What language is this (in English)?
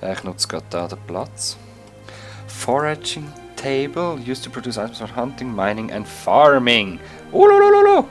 Swiss German